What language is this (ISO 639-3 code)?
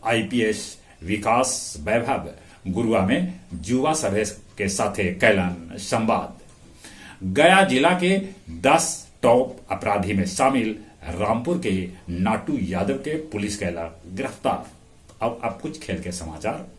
mag